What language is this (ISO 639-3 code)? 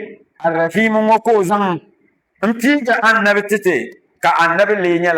dag